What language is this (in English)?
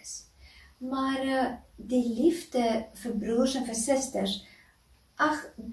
Afrikaans